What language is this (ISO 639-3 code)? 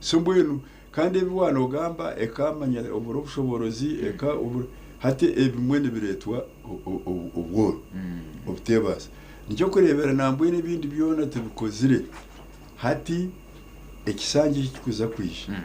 nyn